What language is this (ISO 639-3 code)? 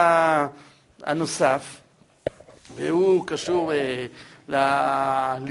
heb